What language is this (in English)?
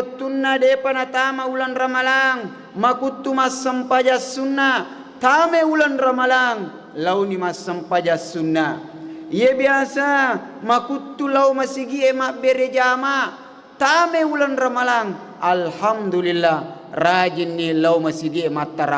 Buginese